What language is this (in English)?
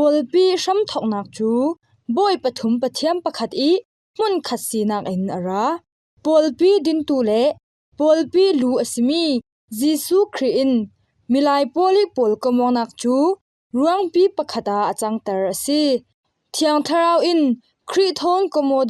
Falam Chin